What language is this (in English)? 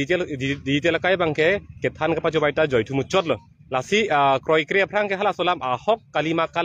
Karbi